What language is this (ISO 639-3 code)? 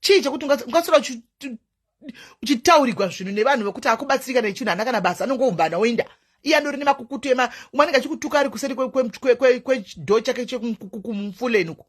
sna